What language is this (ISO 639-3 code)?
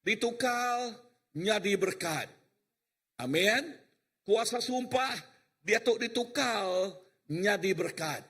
iba